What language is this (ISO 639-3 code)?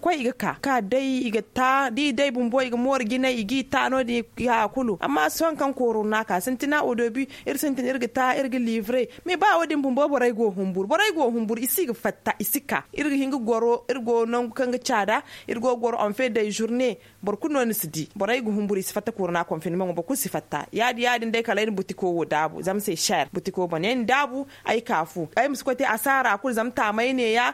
dje